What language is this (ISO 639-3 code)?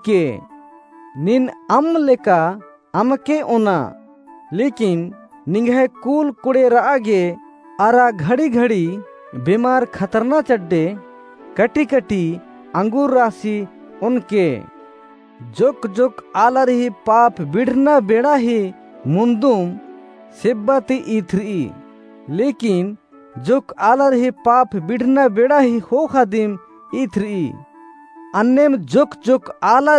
kru